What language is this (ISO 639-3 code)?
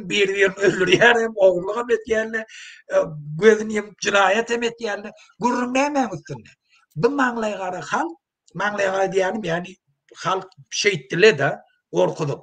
tuk